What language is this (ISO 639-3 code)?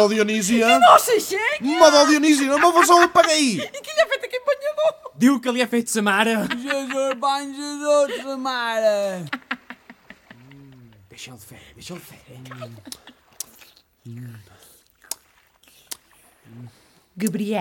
cat